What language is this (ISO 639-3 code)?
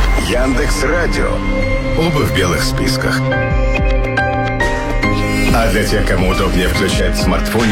rus